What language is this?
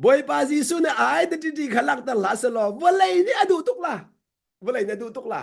Hakha Chin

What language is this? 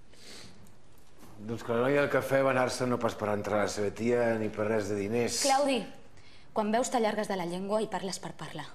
Catalan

